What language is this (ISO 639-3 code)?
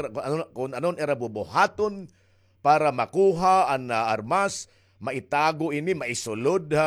war